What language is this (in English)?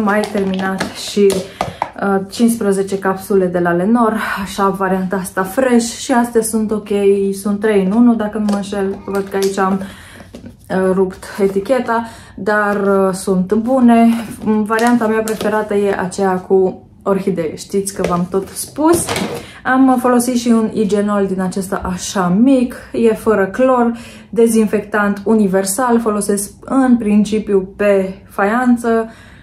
Romanian